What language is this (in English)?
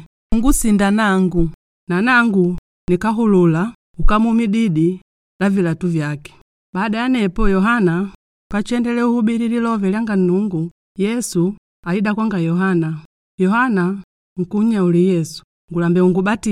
Makonde